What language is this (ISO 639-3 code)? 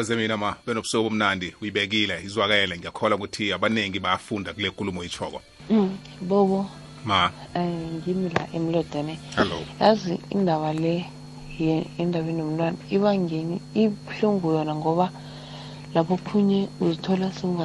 nbl